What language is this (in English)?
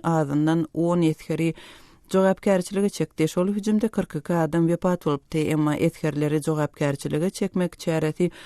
Turkmen